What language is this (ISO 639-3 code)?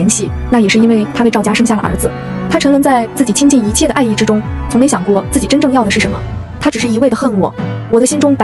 zho